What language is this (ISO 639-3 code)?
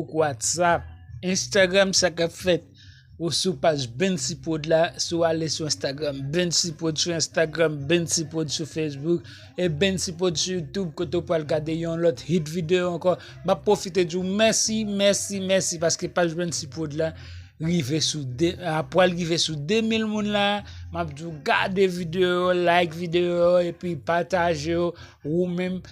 hat